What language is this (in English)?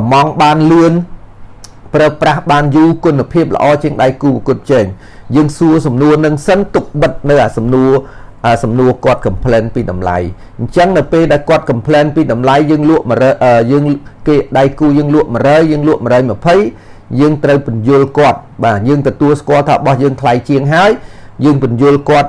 Khmer